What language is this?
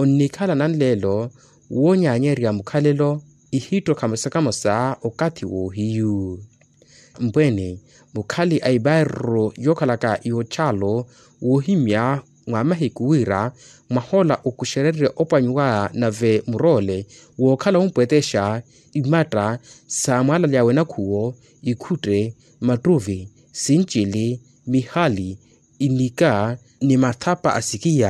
Makhuwa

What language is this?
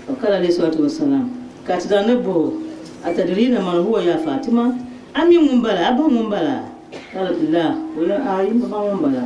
Dagbani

